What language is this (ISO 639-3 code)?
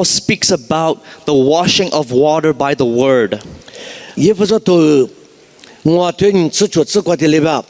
lis